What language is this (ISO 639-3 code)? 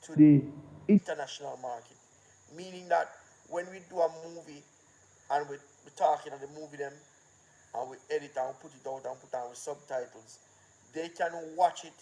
jam